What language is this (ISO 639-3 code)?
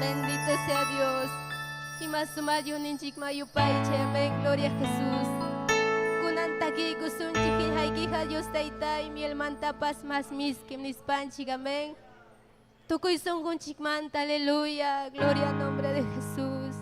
quy